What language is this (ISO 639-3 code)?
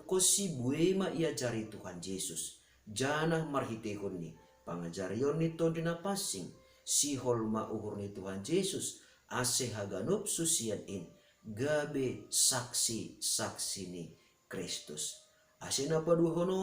bts